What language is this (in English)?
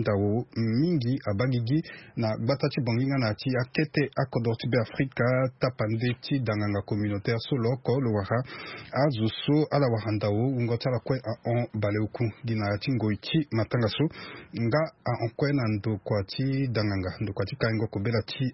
Sango